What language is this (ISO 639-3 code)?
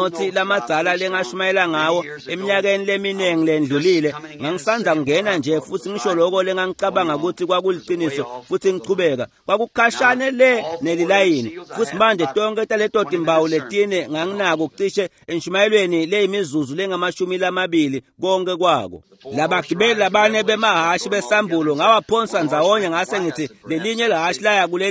ssw